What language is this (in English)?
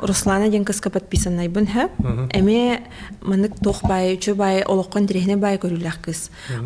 Yakut